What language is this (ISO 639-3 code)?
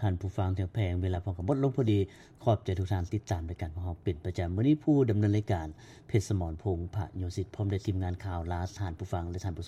lao